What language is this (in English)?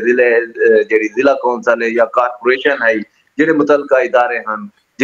Saraiki